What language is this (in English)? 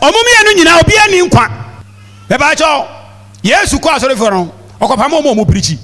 Akan